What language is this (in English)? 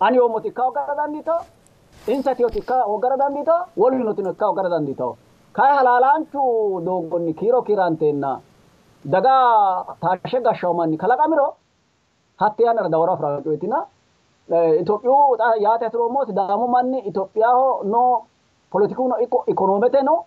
Sidamo